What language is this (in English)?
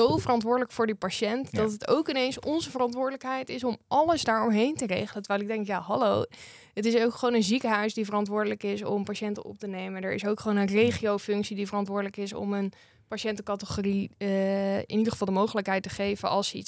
Dutch